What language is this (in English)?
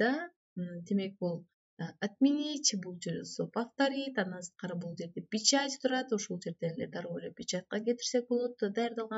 Kyrgyz